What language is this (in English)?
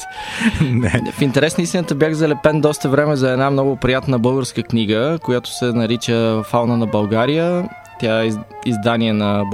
Bulgarian